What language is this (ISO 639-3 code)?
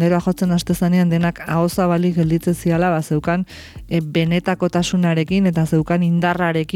eus